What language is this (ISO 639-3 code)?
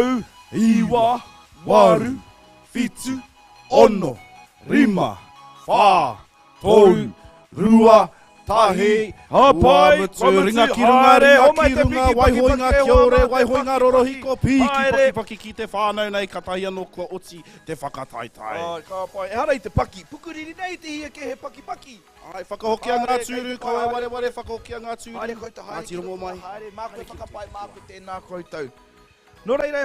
mri